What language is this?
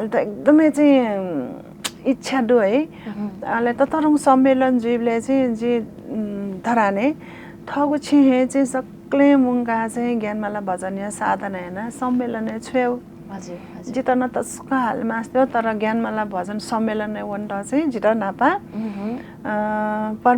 Newari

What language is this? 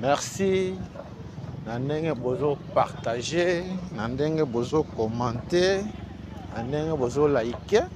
Lingala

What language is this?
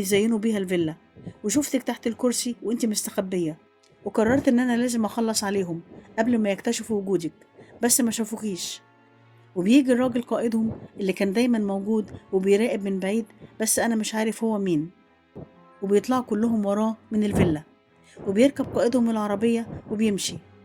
Egyptian Arabic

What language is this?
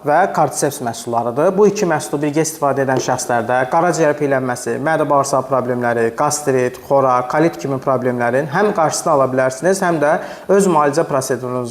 Azerbaijani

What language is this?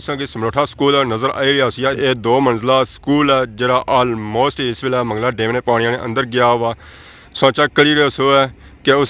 Pahari-Potwari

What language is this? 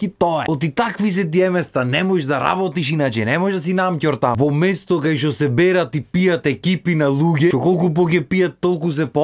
Macedonian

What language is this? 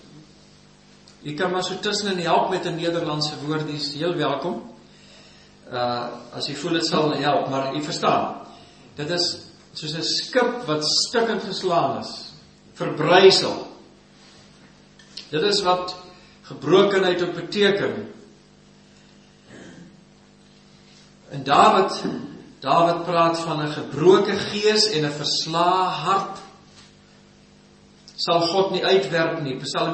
Afrikaans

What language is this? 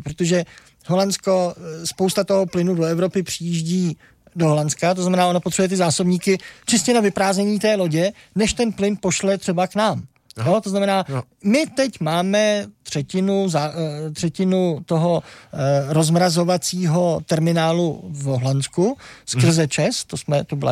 Czech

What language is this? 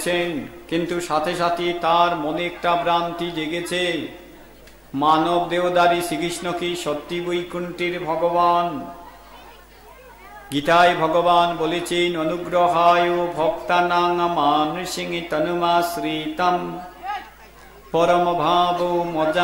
Bangla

